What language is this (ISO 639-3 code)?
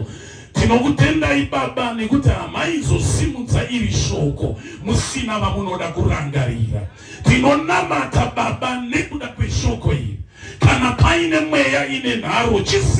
sna